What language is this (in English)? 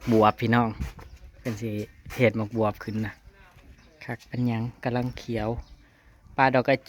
Northeastern Thai